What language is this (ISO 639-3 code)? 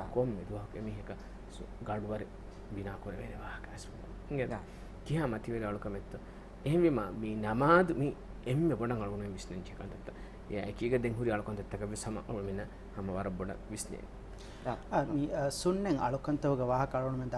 div